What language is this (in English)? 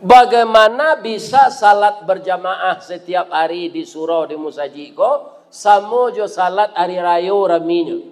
Minangkabau